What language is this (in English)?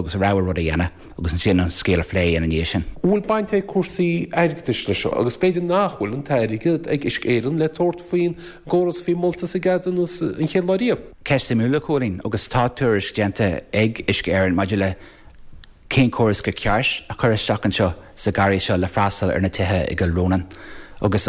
Irish